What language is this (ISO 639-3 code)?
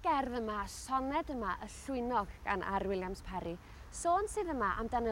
cym